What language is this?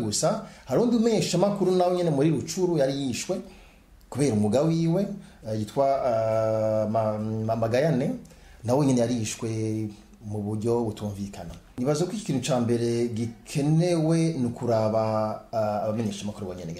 Rundi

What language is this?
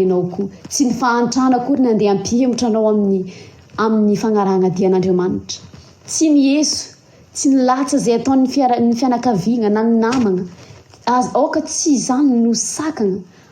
Malagasy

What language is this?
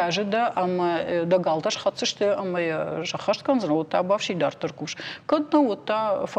Ossetic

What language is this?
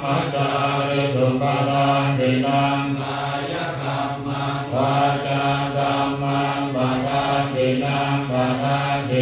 Pali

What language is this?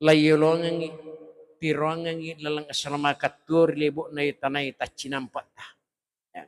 Buginese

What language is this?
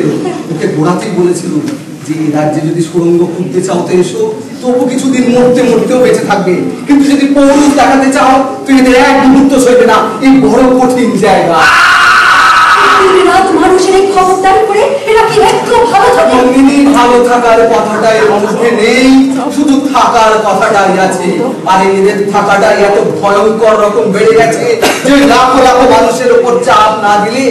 Bangla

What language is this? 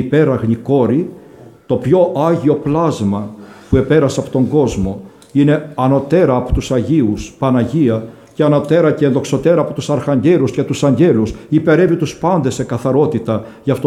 Greek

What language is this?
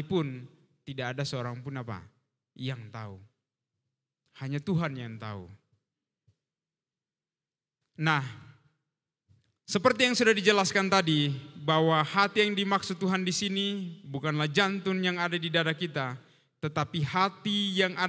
Indonesian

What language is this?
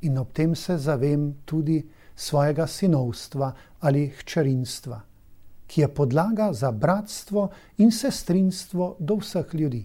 Slovenian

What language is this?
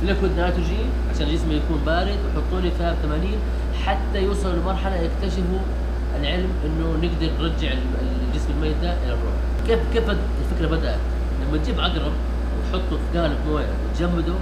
Najdi Arabic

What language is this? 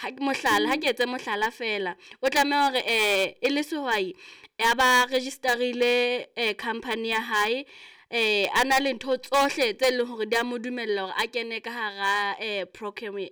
Southern Sotho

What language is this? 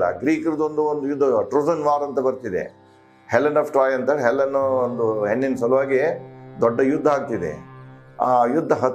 Kannada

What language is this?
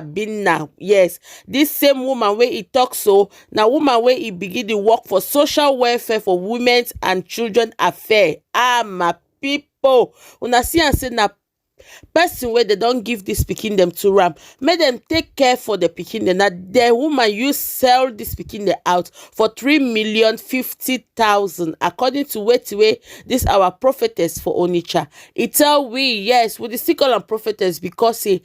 Nigerian Pidgin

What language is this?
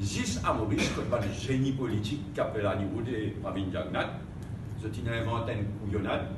Morisyen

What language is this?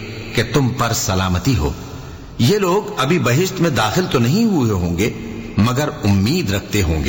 Urdu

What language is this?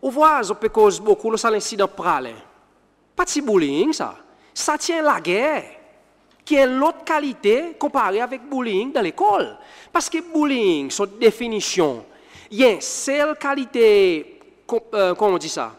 Seselwa Creole French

